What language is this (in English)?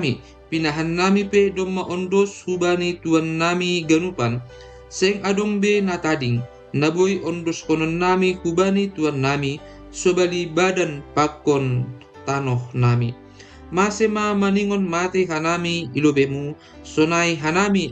Batak Simalungun